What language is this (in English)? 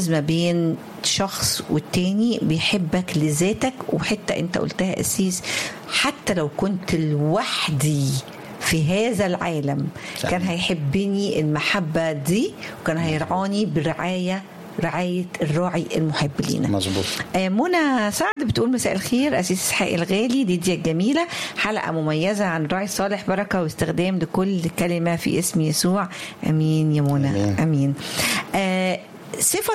Egyptian Arabic